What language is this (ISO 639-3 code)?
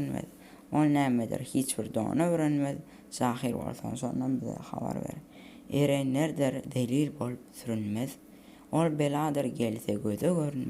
tuk